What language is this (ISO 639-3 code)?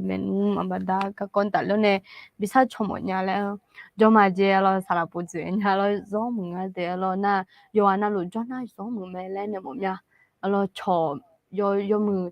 ahk